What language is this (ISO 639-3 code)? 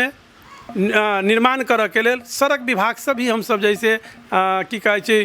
mai